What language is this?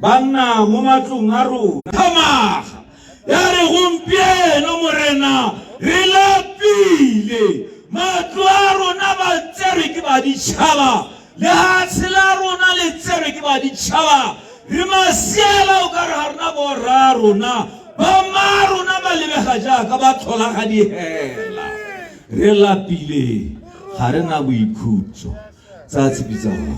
Tswana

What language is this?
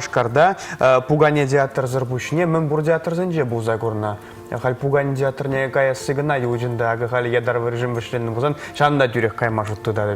Chuvash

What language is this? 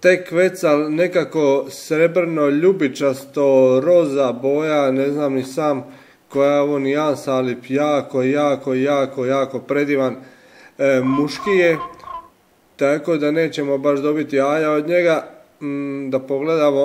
Croatian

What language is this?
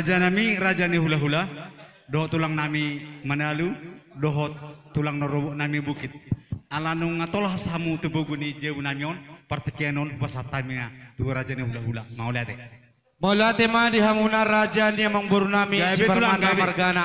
Batak Toba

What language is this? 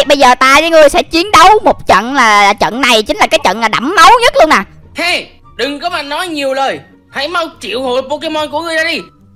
Vietnamese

